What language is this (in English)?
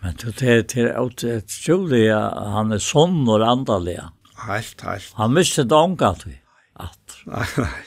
Faroese